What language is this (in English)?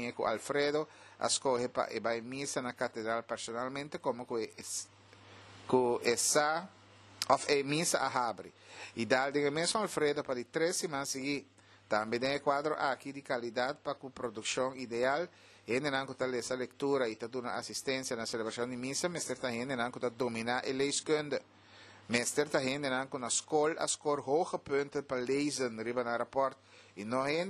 Papiamento